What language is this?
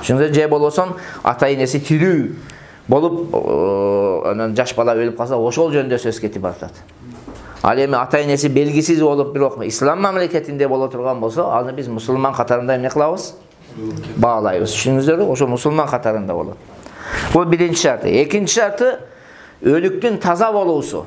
Kyrgyz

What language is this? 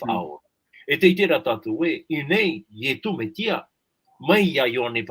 Tahitian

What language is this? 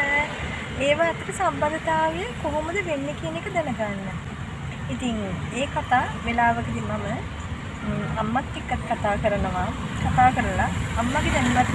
Sinhala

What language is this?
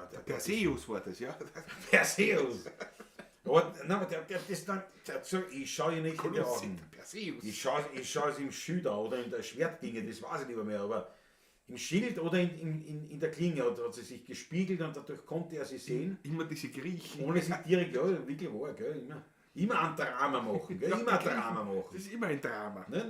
Bavarian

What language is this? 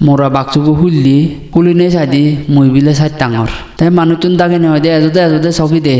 Chakma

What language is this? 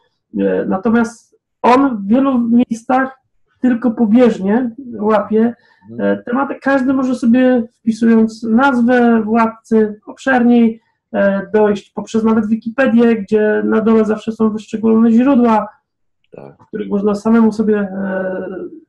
Polish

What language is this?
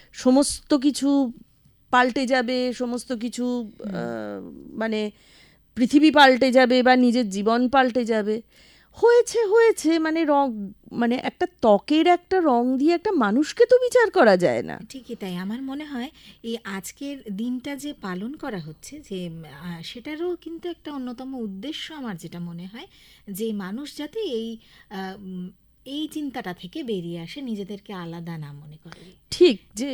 Bangla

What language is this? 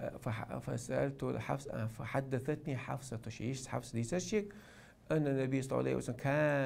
Chechen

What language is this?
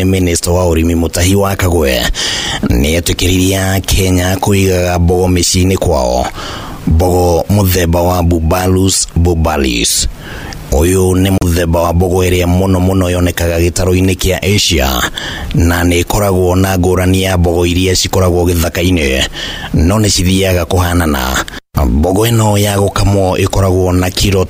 Kikuyu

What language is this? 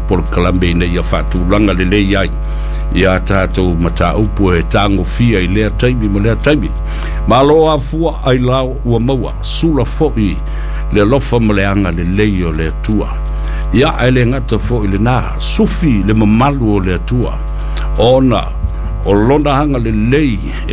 Samoan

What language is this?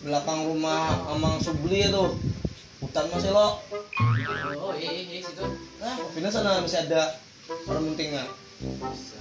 Banjar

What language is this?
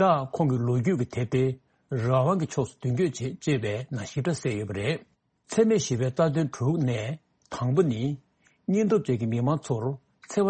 Tibetan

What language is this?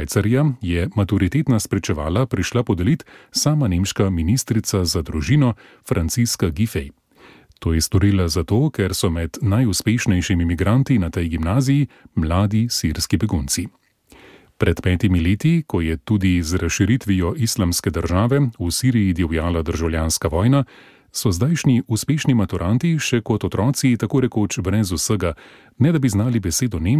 Slovenian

